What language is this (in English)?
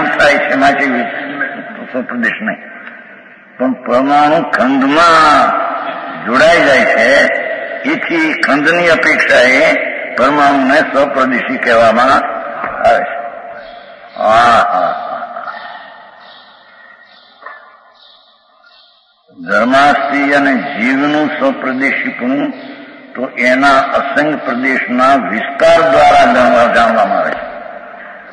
Gujarati